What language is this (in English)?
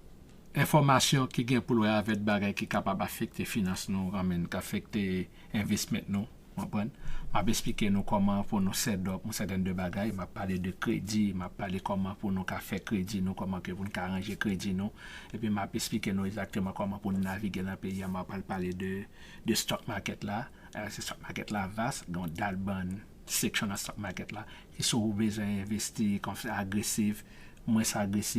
Haitian Creole